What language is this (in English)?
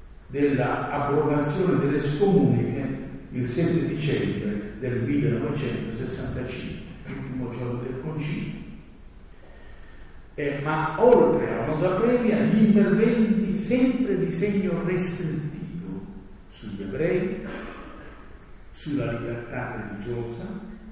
Italian